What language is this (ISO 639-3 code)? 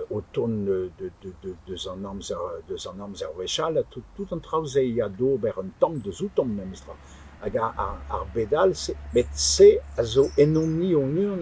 bre